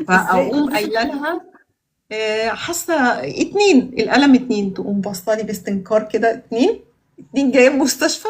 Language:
Egyptian Arabic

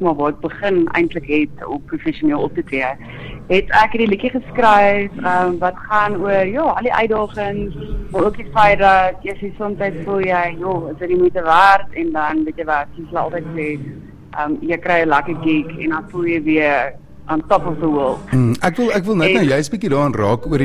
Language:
Afrikaans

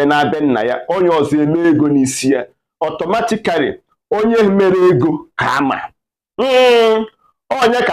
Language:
Igbo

